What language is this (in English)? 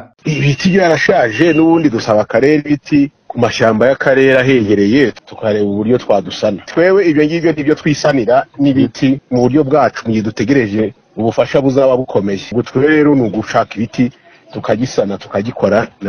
Kinyarwanda